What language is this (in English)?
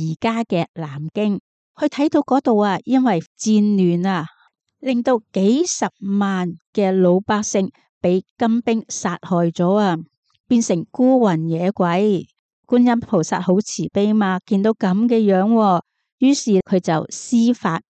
Cantonese